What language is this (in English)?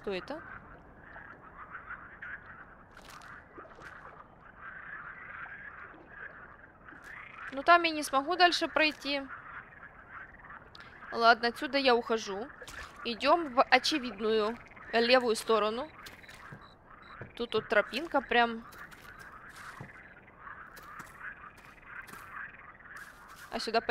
Russian